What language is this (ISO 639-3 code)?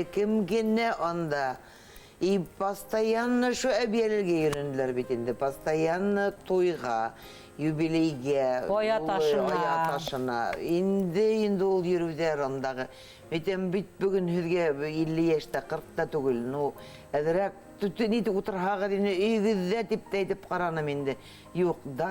bak